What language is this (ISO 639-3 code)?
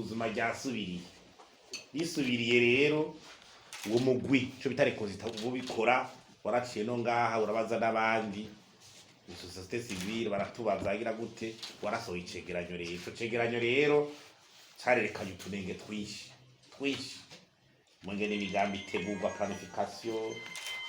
run